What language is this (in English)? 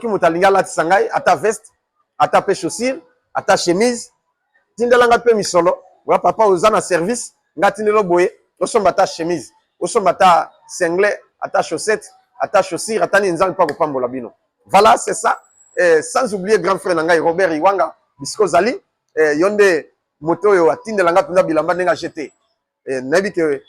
Lingala